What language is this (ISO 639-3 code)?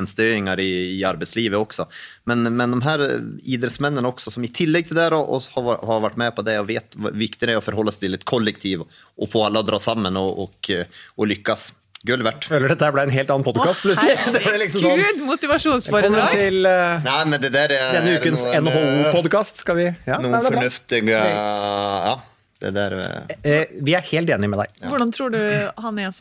nor